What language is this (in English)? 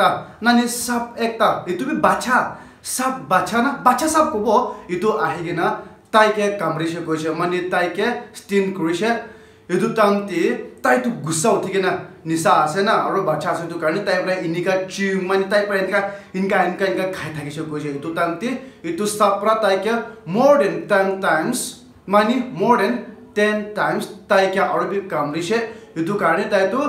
Naga Pidgin